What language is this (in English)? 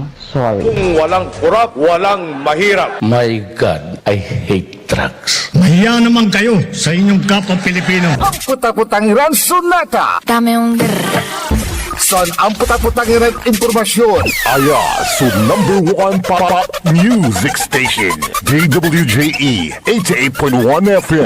Pangasinan